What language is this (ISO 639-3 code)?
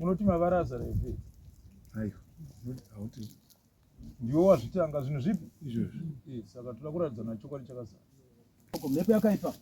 sna